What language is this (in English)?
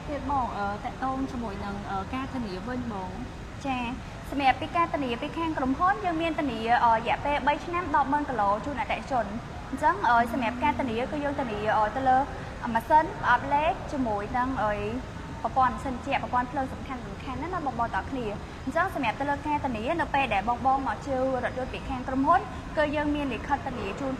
Khmer